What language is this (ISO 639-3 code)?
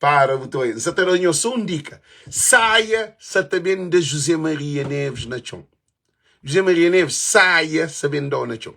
kea